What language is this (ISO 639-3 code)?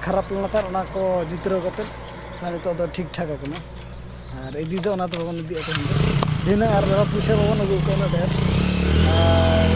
sat